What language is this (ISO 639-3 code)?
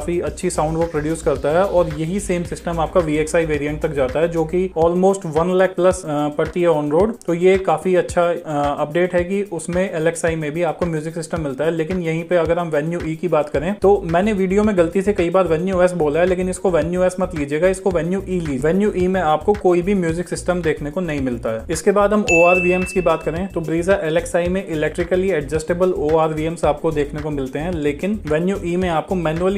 hin